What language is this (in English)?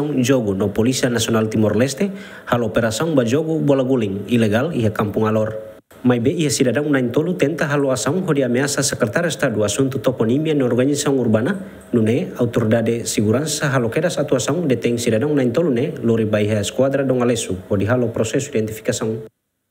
Tetum